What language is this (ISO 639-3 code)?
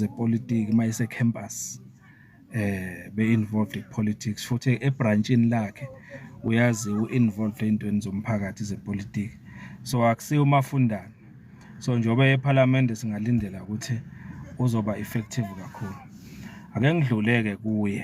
zul